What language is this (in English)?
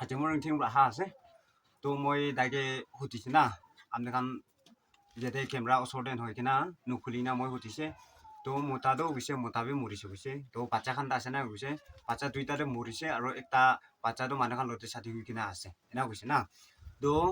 Naga Pidgin